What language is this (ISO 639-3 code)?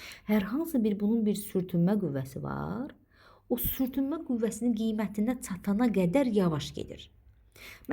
aze